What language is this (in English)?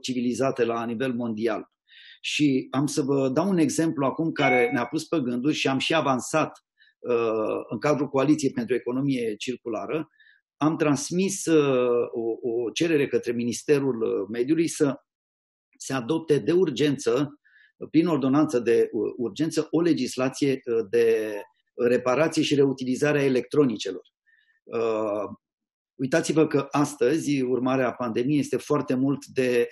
Romanian